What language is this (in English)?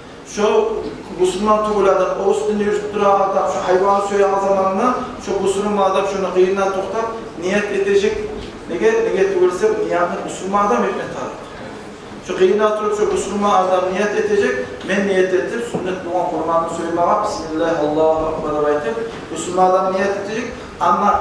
Kumyk